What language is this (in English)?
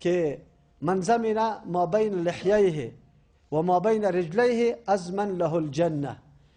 Persian